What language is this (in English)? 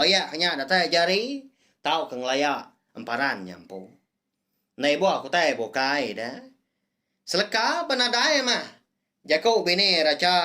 Iban